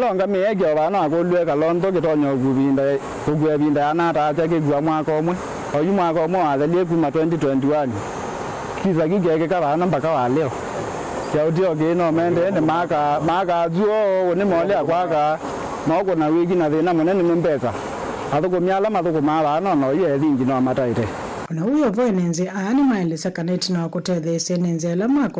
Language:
Kamba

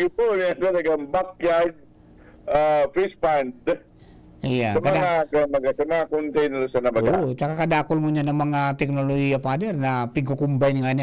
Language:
Bikol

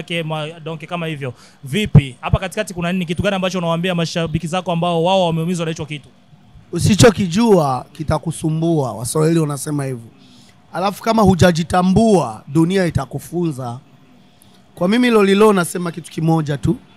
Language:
Swahili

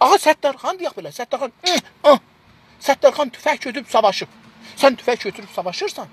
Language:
South Azerbaijani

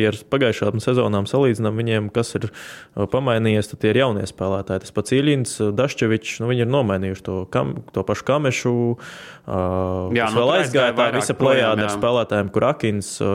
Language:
Latvian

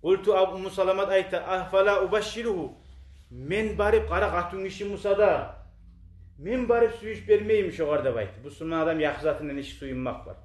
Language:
Kumyk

